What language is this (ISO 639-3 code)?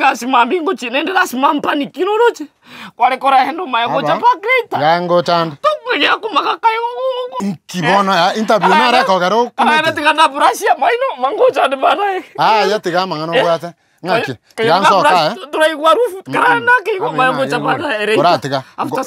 guz